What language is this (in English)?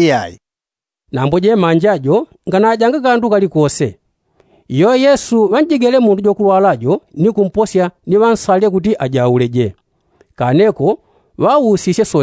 Yao